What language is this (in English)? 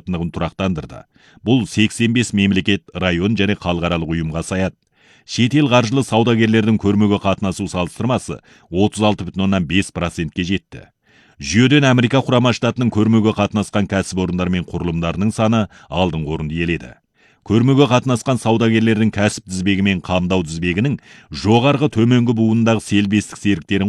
Kazakh